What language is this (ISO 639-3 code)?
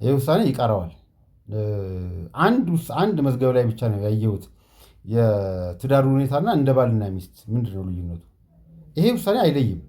amh